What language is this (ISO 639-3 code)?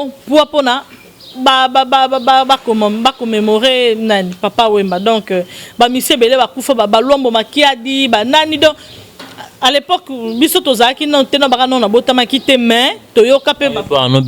lin